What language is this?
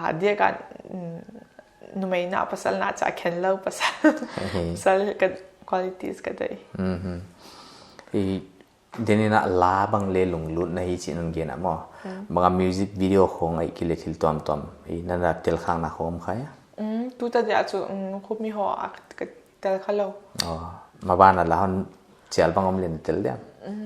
Paite Chin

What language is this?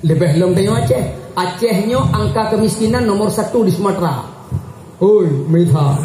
Achinese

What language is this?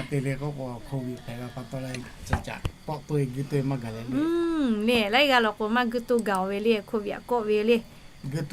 Lahu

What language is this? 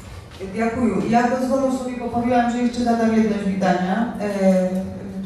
Polish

